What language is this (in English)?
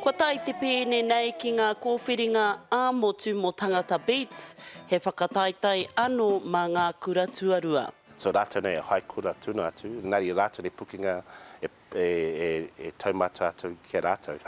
Māori